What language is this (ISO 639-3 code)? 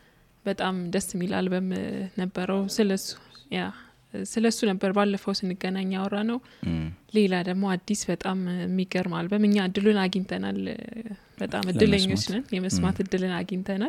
amh